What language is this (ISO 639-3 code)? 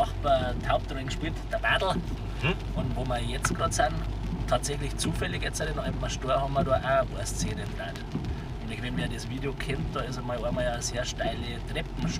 bar